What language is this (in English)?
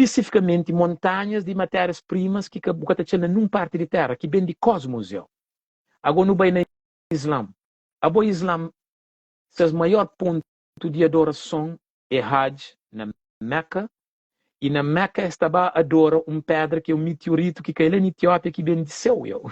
Kabuverdianu